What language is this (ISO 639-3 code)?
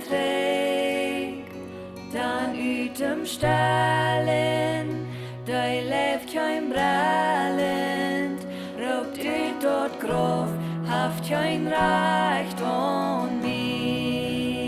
pdt